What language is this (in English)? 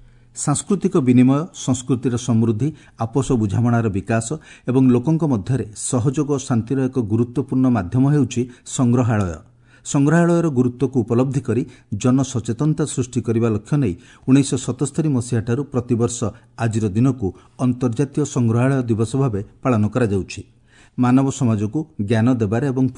Odia